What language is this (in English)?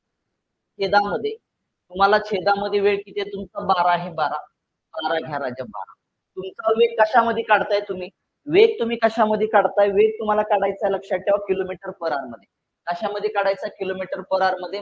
Marathi